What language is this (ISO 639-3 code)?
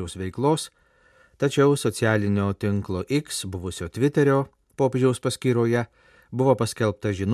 lit